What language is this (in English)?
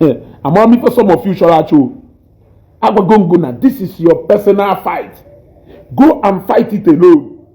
Igbo